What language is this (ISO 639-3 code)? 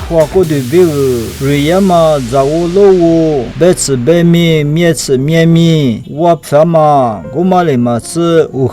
lis